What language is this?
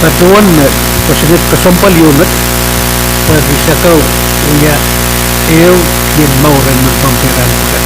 Pohnpeian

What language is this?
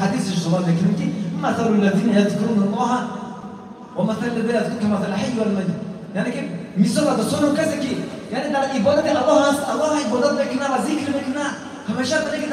Tajik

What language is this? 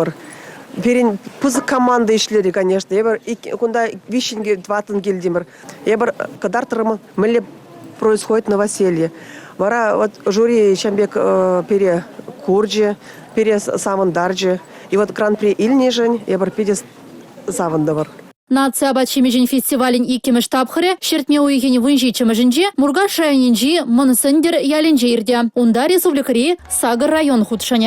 Chuvash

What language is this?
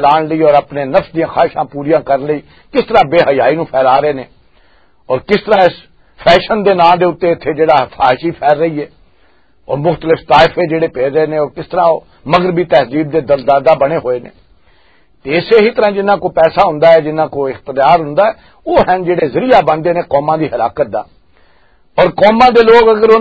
Western Panjabi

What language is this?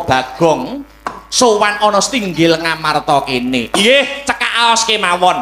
Javanese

